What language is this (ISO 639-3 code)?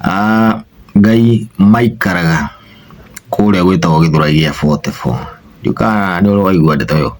kik